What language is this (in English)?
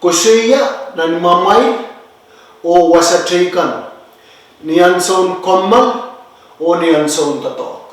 Pohnpeian